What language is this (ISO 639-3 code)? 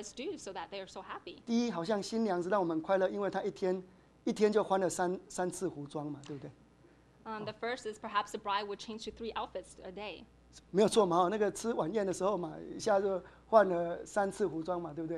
zho